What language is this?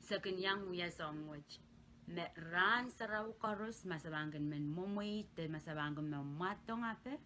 Pohnpeian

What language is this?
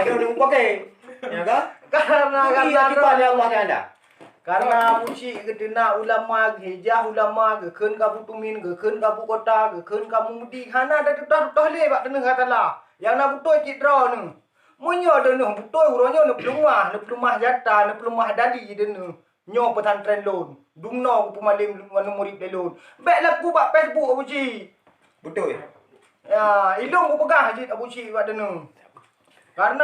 Achinese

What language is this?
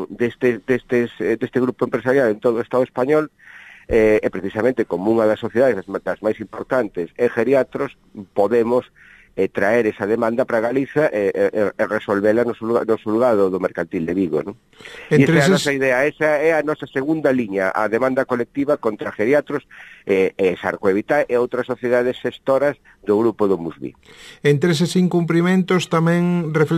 Galician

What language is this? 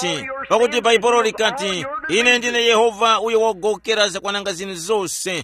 Tumbuka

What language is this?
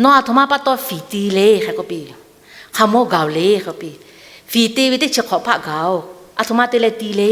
Lahu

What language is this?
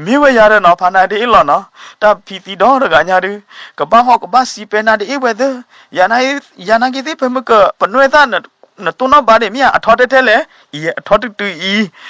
S'gaw Karen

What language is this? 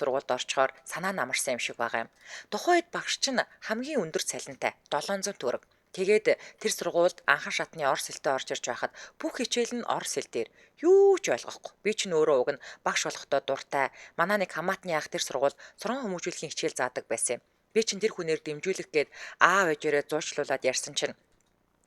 Mongolian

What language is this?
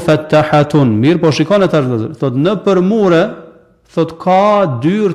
Albanian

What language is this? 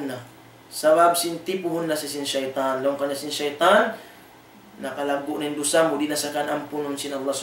Tausug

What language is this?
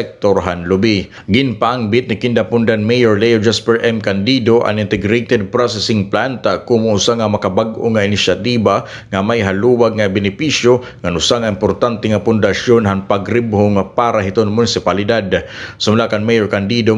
Waray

